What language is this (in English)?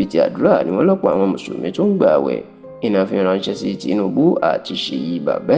Yoruba